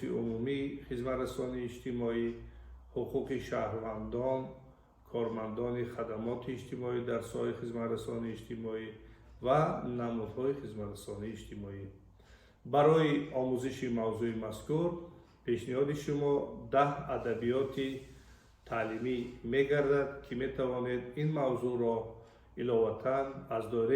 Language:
Tajik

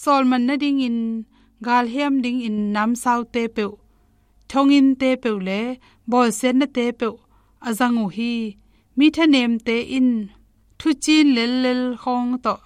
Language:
Tedim Chin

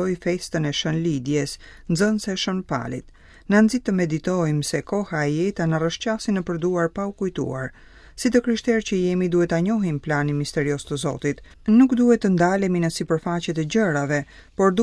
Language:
Albanian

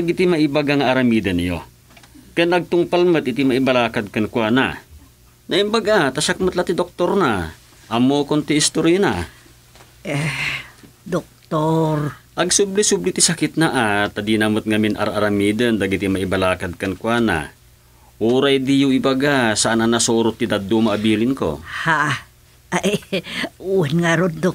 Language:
Iloko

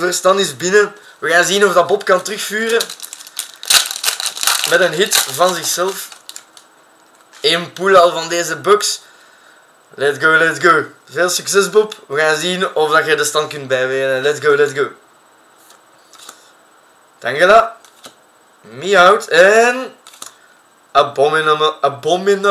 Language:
Dutch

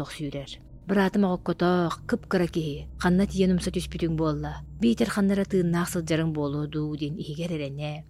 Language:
Yakut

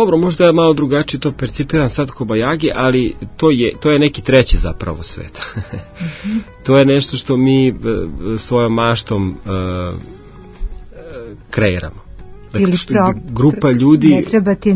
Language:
Serbian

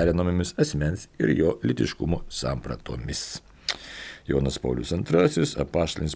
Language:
Lithuanian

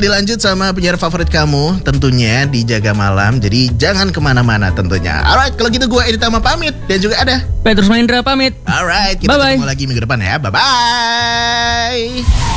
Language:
Indonesian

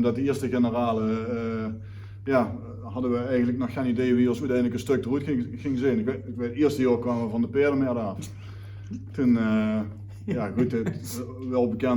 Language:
Limburgish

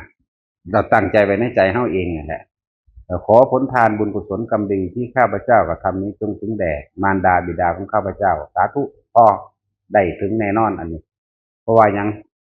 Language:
Northeastern Thai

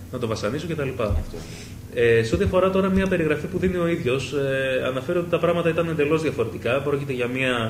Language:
Greek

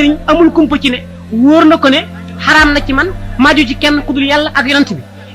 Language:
Wolof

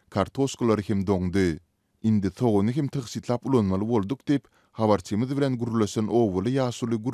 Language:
Turkmen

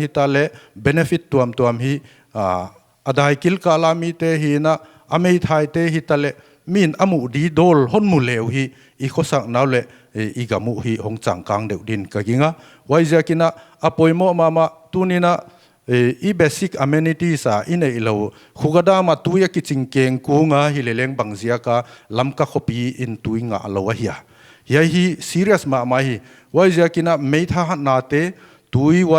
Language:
Paite Chin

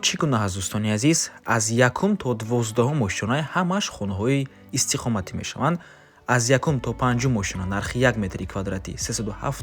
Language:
Tajik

